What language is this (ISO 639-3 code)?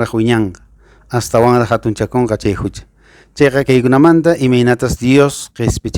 que